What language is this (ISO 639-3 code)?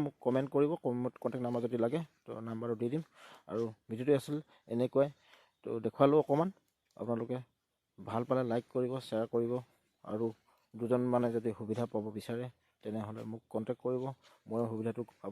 asm